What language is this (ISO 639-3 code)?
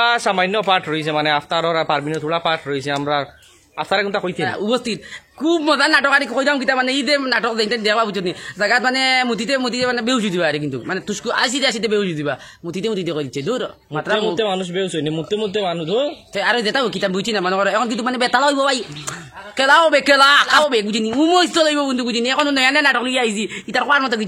syl